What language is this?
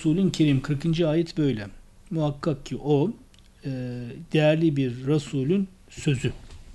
Turkish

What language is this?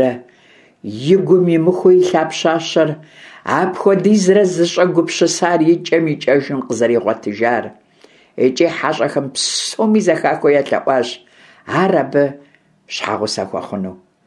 Kabardian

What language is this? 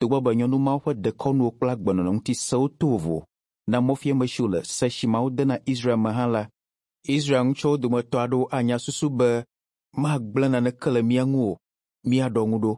Ewe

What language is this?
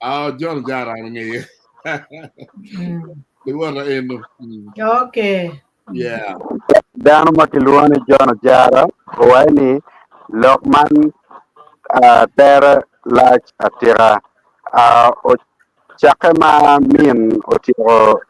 Acoli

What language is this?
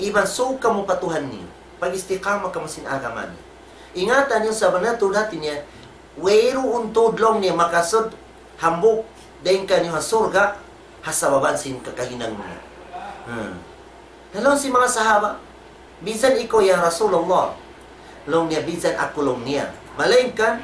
Tausug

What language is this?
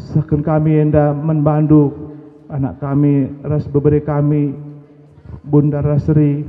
Batak Karo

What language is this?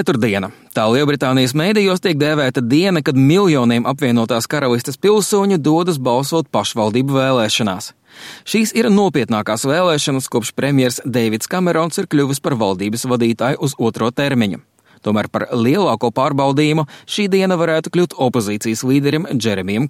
Latvian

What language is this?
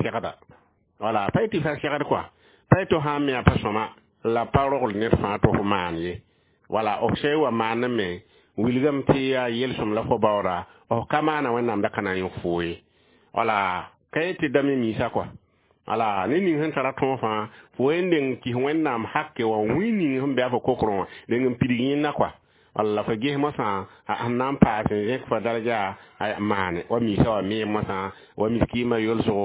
Mossi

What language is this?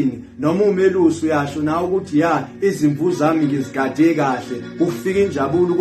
Zulu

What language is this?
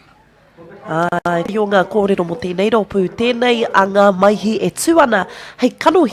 Māori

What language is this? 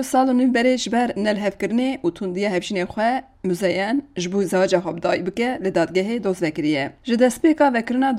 Kurdish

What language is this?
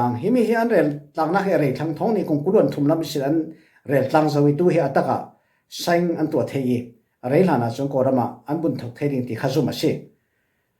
Falam Chin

